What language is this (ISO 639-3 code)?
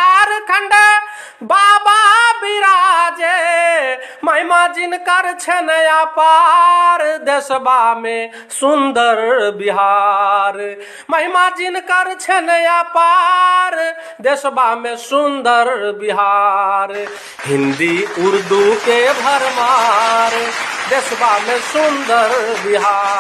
bho